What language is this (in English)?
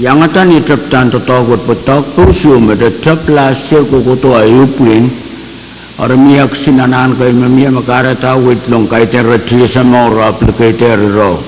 Pohnpeian